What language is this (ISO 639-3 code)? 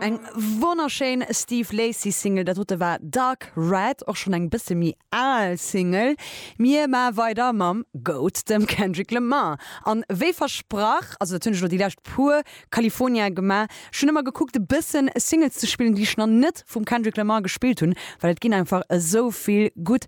ltz